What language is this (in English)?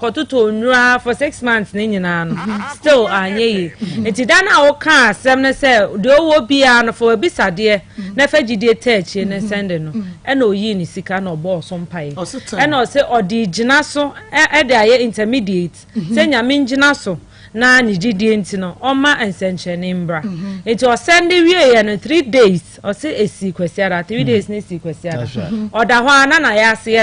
Akan